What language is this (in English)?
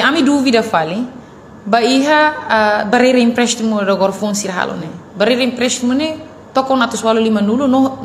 Tetum